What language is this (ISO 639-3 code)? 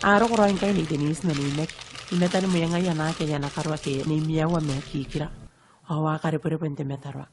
gil